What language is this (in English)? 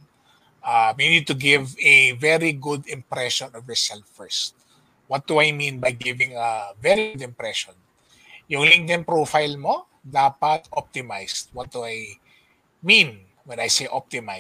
Filipino